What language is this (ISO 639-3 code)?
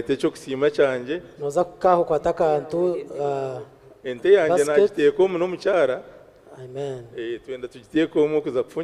nyn